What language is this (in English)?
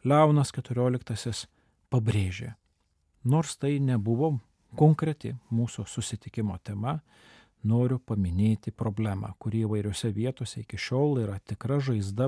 Lithuanian